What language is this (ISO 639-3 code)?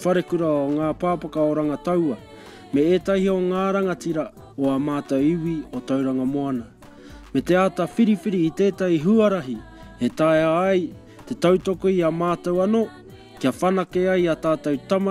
mri